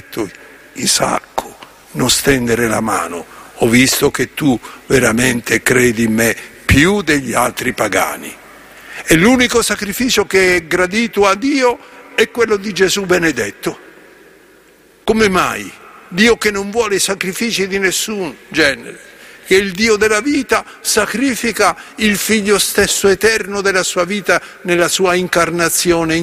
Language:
Italian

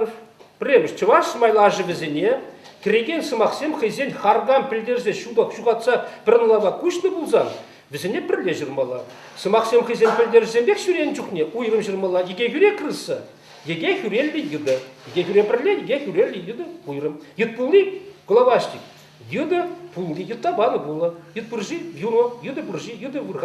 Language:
Chuvash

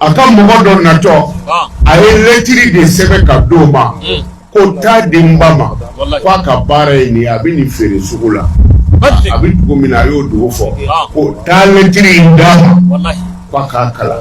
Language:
Bambara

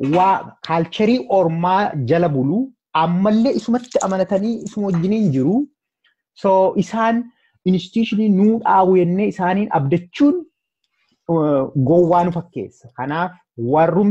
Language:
Oromo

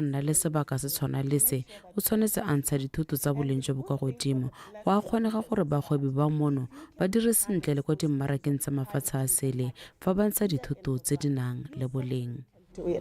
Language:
Tswana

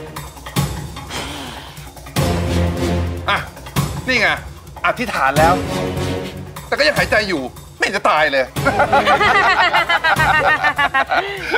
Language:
Thai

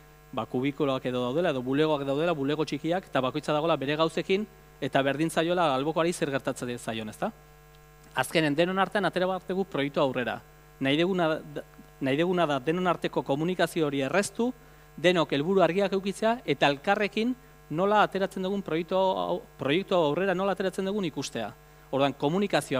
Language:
Basque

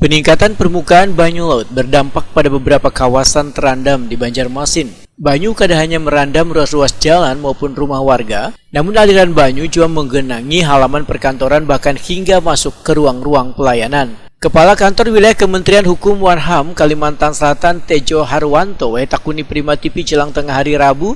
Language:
Banjar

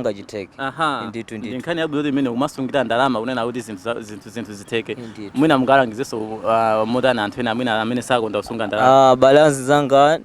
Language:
Nyanja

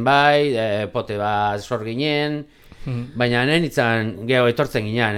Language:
Basque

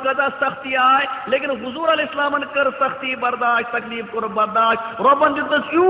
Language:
Kashmiri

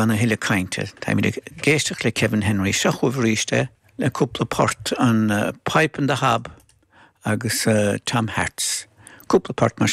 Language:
Irish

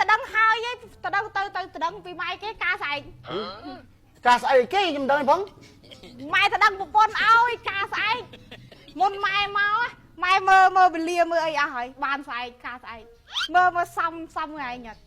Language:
Khmer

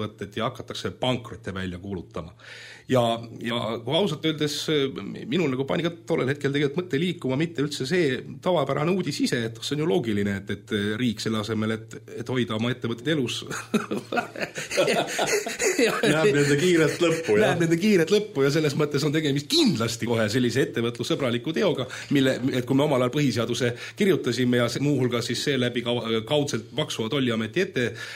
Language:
Estonian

